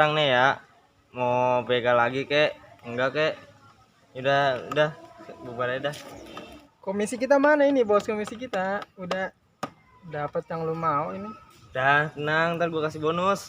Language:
Betawi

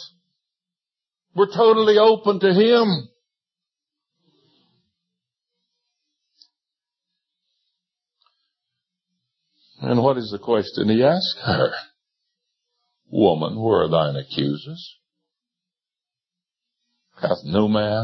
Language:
English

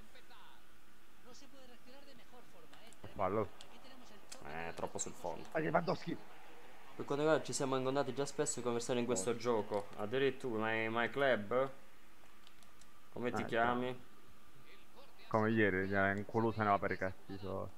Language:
Italian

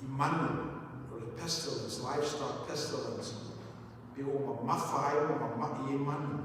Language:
Samoan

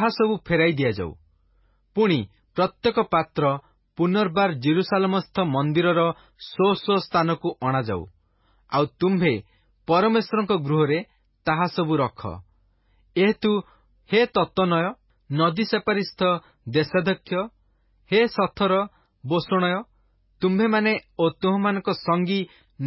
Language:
Odia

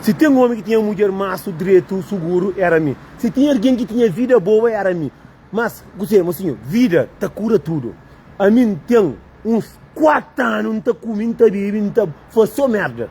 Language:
Kabuverdianu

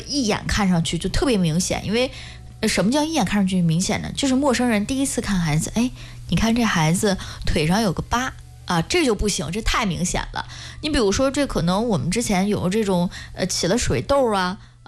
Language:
Chinese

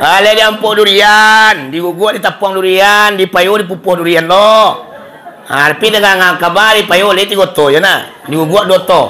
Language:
Minangkabau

